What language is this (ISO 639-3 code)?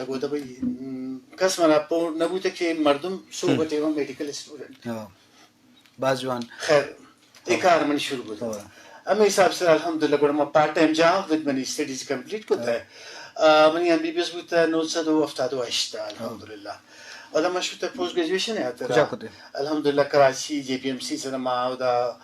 brh